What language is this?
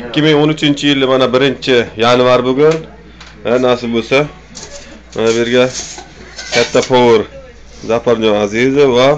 Uzbek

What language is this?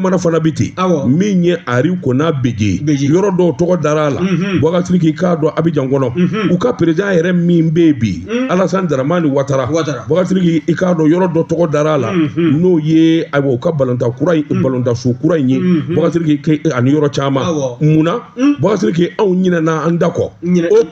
Bambara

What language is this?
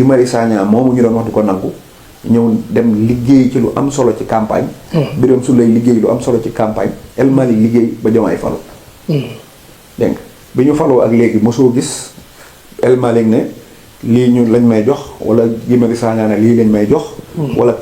Wolof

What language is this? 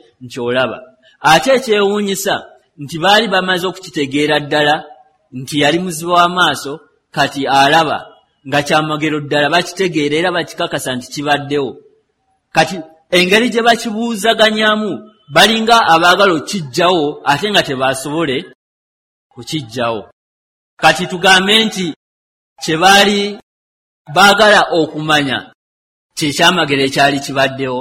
Ganda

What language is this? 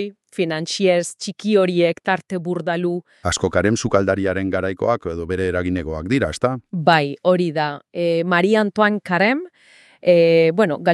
Basque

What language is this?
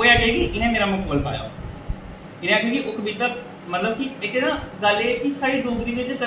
Dogri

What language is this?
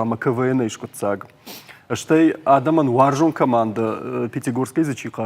Ossetic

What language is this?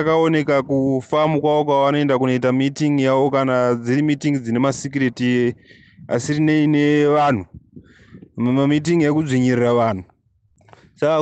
Shona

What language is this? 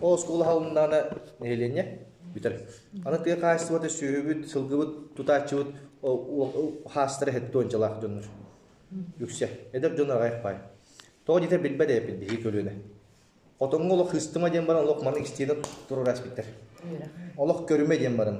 Yakut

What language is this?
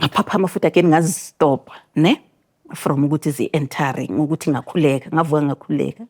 Zulu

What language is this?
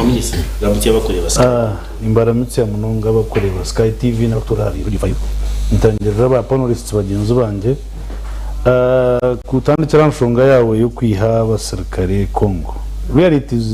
Nyankole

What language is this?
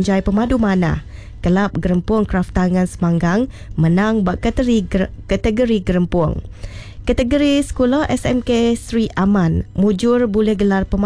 Iban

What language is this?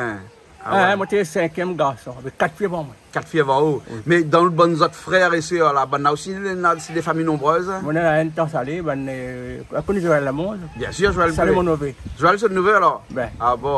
Réunion Creole French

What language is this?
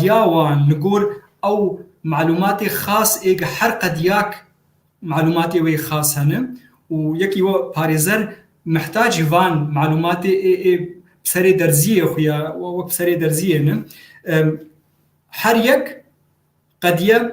Kurdish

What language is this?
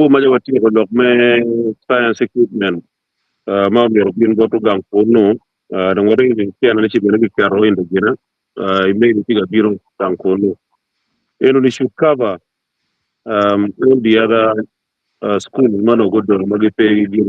Acoli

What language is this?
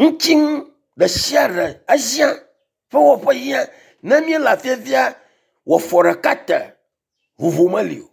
Ewe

